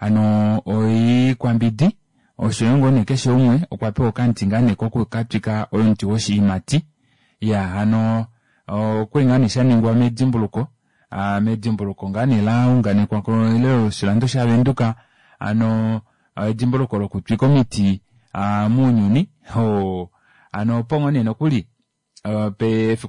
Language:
Kuanyama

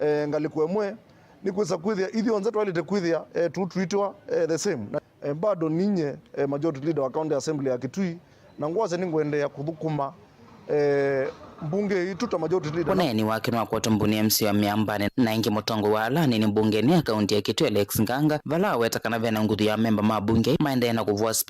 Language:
Kamba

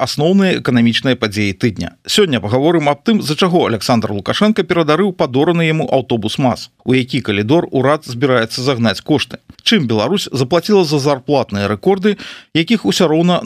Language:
Belarusian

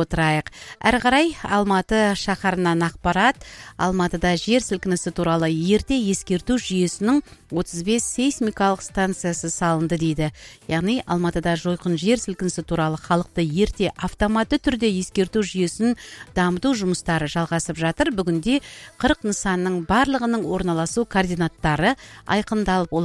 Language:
Kazakh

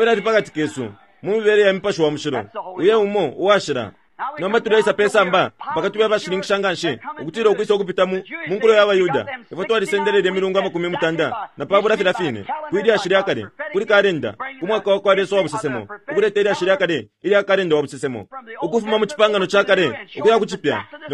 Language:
Bemba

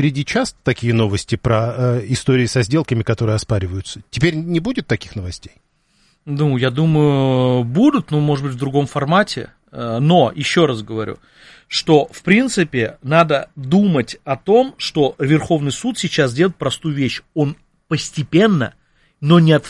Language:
Russian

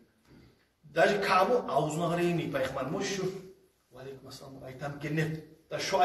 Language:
Kumyk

